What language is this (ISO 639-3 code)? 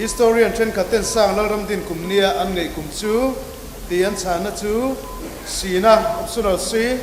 cnh